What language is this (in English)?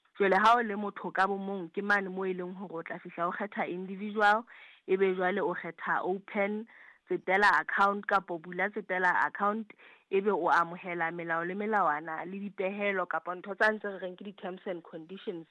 Southern Sotho